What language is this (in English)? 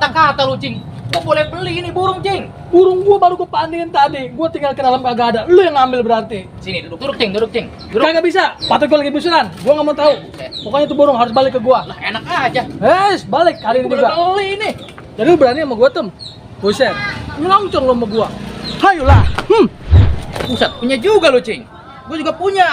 Betawi